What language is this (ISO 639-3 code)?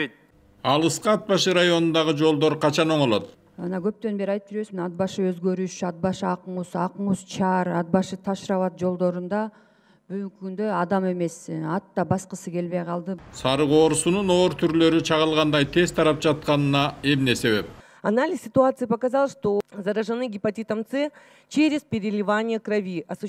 kir